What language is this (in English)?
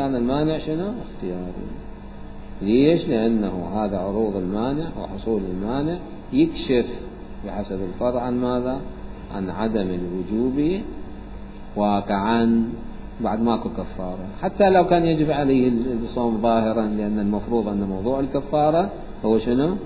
Mesopotamian Arabic